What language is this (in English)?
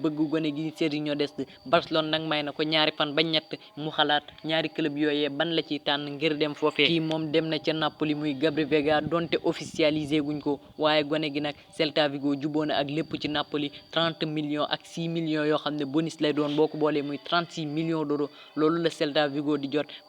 Wolof